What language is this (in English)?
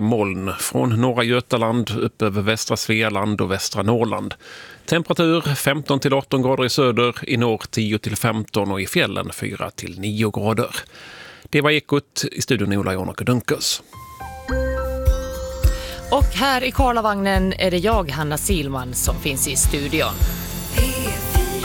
Swedish